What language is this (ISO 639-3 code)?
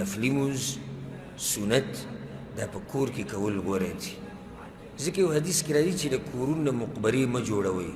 pus